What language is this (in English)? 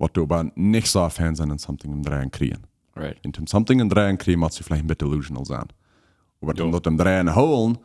Plautdietsch